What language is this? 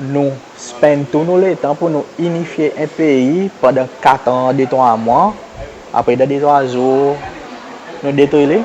Seselwa Creole French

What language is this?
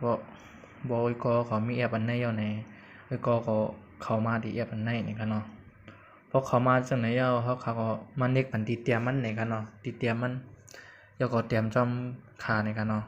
Shan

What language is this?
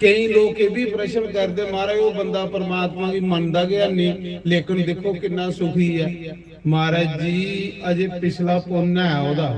Dogri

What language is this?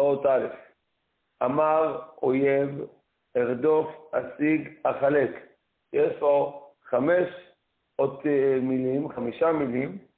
Hebrew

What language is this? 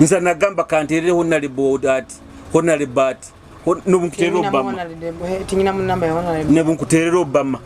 Nyoro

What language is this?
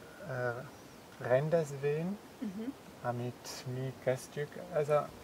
Hungarian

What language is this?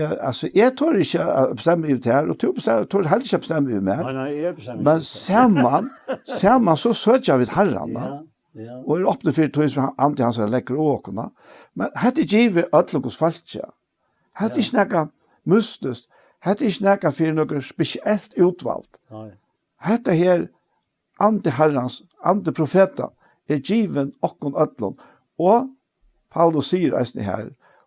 Faroese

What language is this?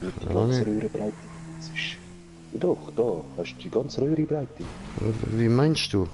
Swiss German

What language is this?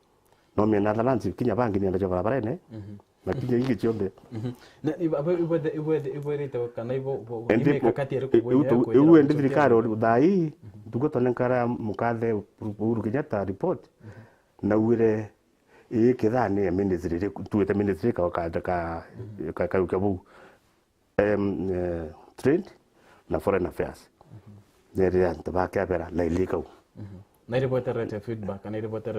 Meru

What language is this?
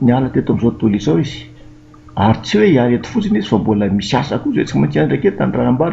Malagasy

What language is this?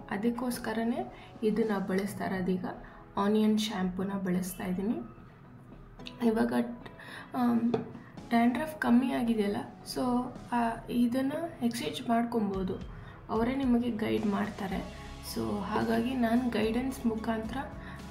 Kannada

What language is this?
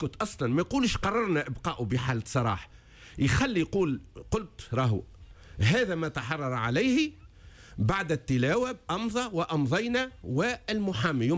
Tunisian Arabic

